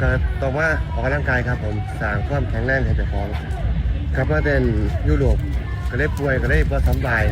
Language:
Northeastern Thai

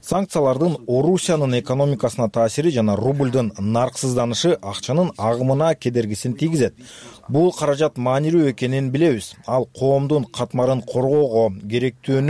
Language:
Kyrgyz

